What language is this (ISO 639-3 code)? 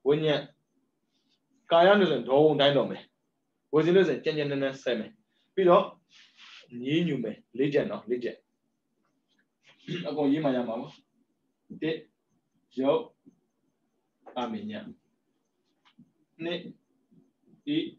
mya